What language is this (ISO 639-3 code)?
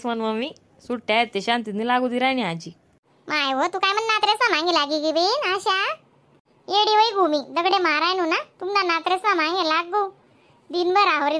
khn